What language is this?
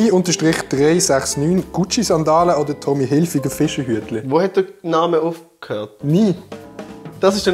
Swiss German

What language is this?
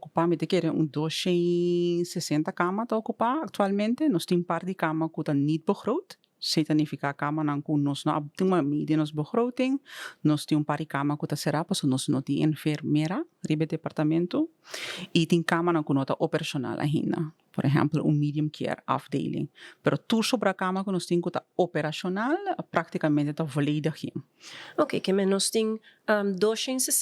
Papiamento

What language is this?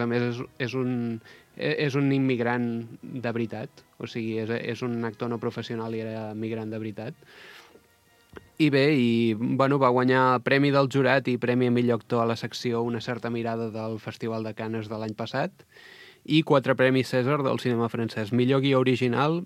Catalan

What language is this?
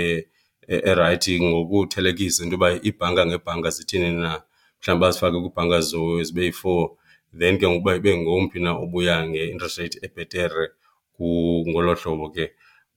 Xhosa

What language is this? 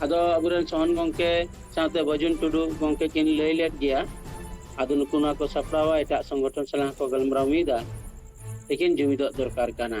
Santali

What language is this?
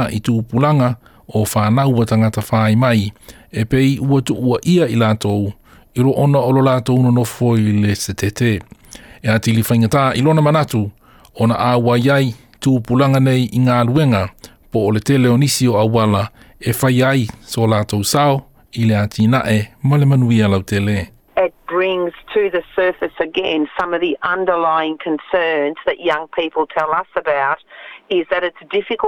Samoan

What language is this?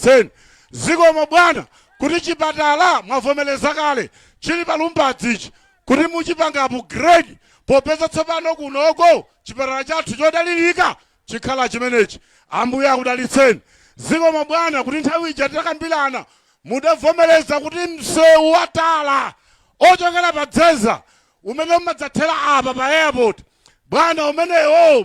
Nyanja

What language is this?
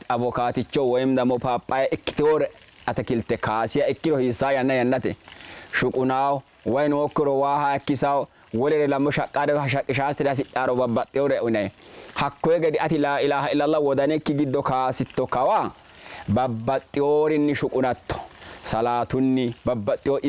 Sidamo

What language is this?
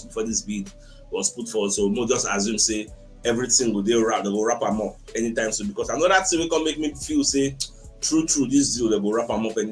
Nigerian Pidgin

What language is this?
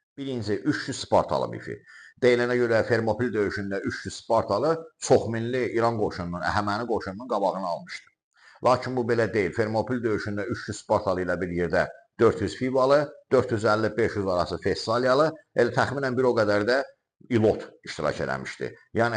Azerbaijani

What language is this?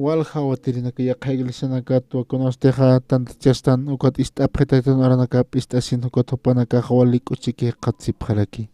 Aymara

